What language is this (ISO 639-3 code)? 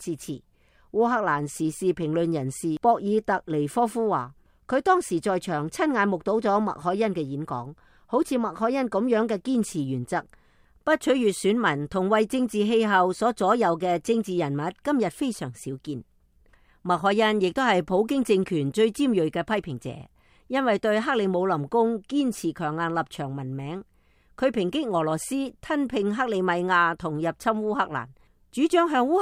yue